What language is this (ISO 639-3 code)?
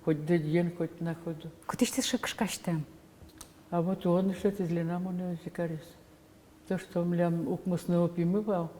udm